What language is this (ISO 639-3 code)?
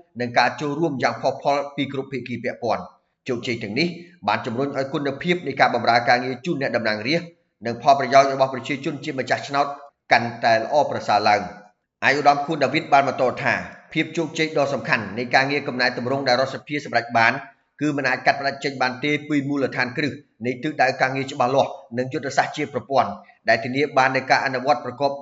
khm